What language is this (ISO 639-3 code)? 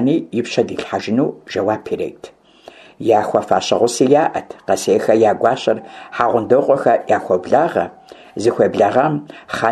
kbd